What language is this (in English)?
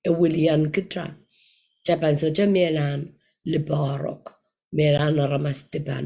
Pohnpeian